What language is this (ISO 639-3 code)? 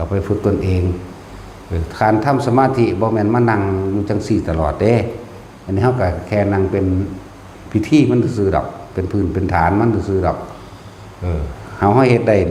tts